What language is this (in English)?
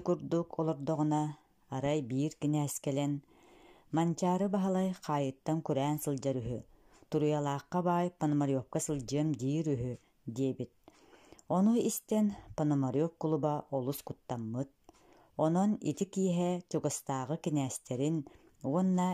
Yakut